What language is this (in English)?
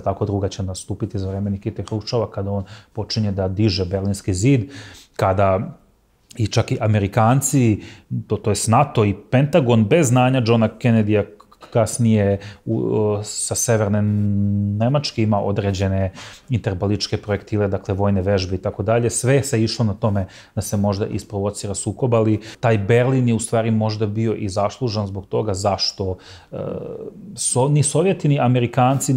Serbian